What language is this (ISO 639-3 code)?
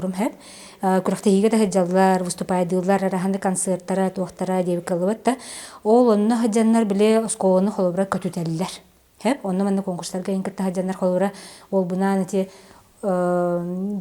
sah